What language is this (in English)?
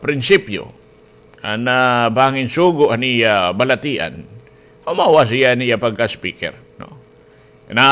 Waray